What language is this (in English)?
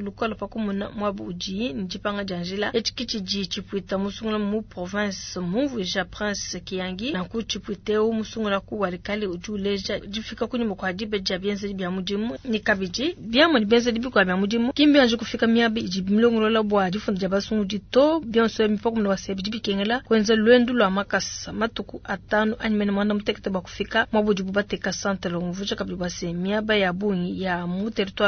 Luba-Lulua